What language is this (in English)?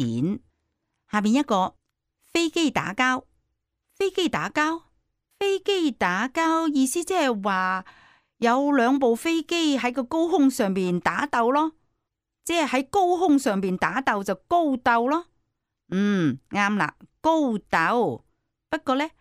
Cantonese